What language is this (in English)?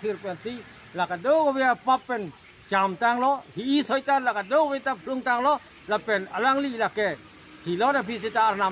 Karbi